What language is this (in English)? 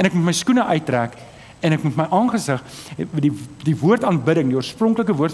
Afrikaans